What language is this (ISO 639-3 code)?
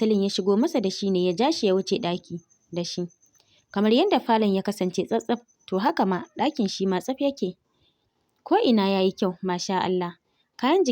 hau